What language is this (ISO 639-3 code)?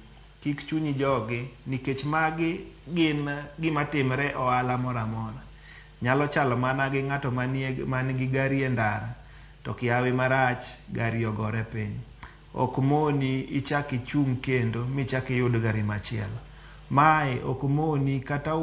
luo